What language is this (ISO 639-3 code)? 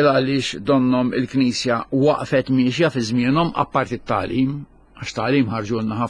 mlt